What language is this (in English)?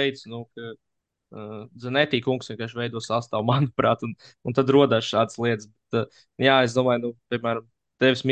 Latvian